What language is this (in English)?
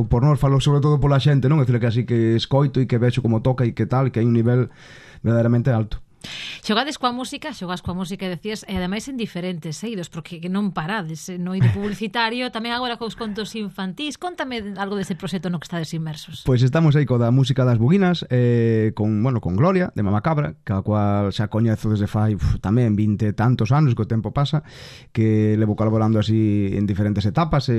Galician